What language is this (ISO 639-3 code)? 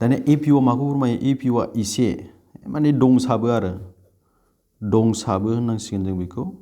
brx